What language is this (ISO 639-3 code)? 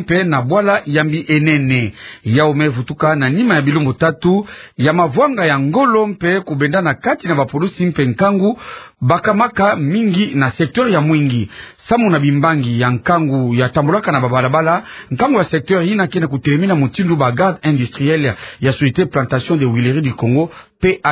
ktu